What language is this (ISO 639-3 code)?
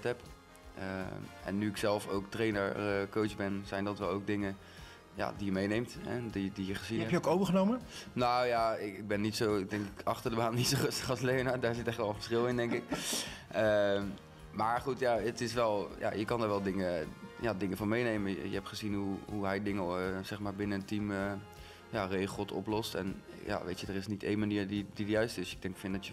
nld